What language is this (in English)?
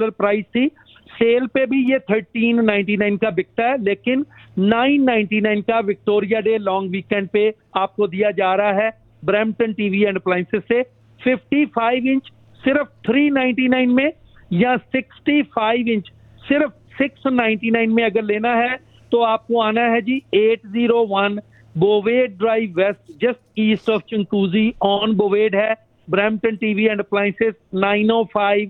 Hindi